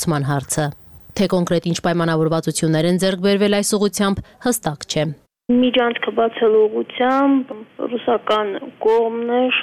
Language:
Armenian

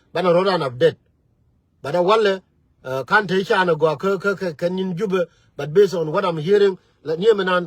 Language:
Nuer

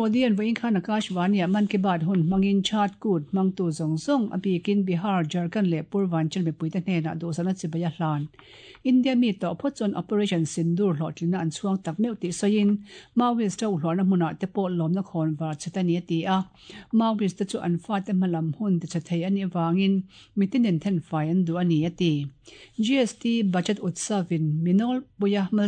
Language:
Mizo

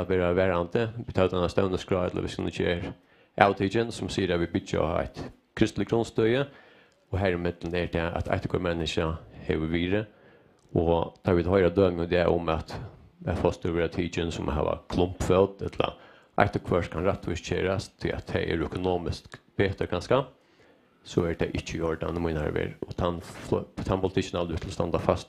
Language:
Faroese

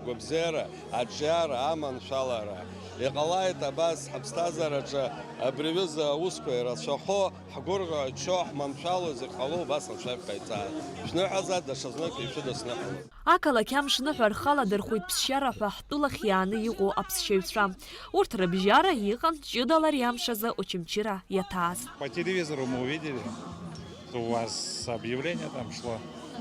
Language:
Abkhazian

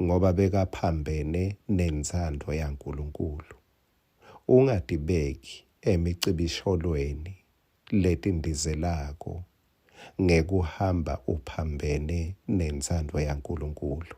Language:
Swati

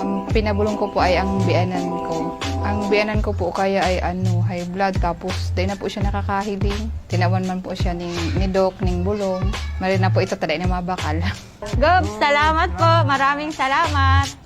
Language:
Bikol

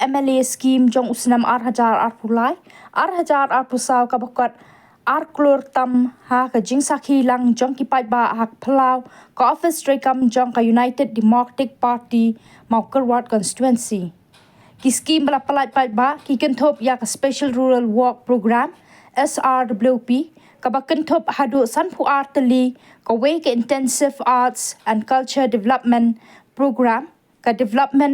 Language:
Khasi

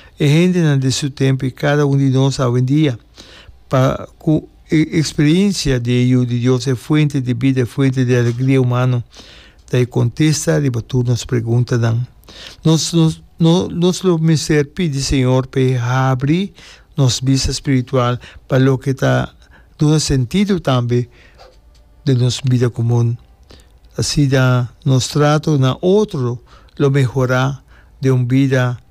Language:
Papiamento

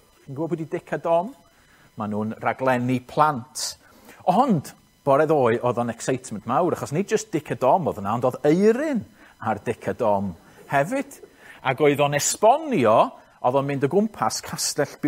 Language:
Welsh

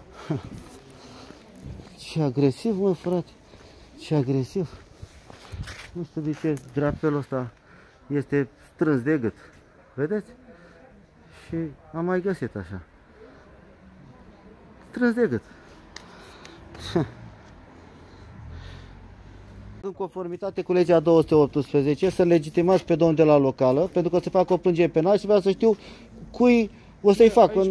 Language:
Romanian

